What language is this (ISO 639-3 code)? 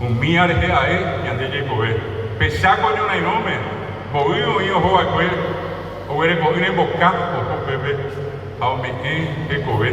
grn